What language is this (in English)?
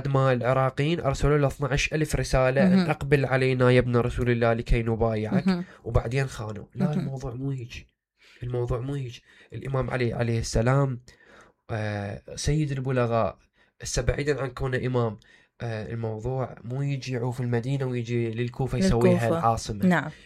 Mesopotamian Arabic